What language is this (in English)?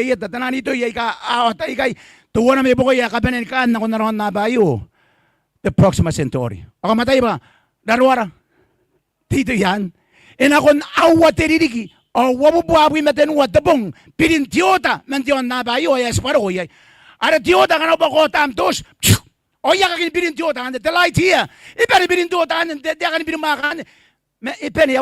Gilbertese